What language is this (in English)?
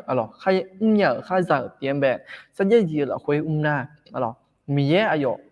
Akha